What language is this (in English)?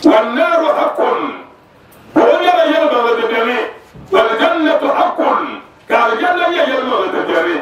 Dagbani